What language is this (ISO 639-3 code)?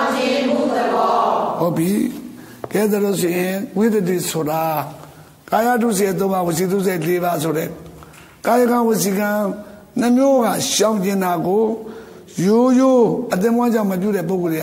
mya